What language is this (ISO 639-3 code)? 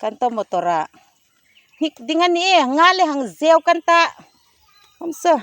hmr